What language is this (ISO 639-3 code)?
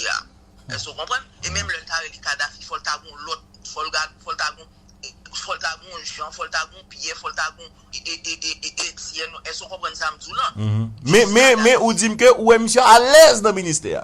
hat